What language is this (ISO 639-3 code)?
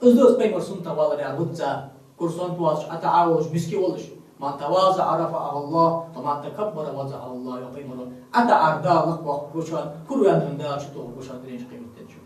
inh